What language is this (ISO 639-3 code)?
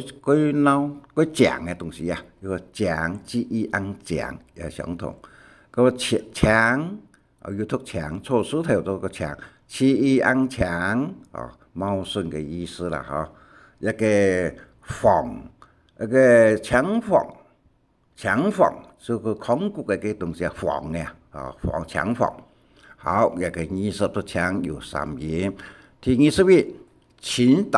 hak